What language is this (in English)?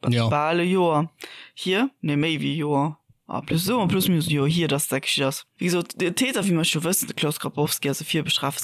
Luxembourgish